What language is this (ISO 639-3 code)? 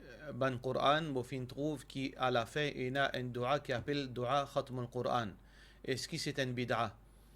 mfe